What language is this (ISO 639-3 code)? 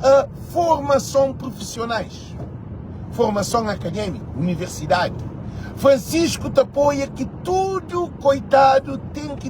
kea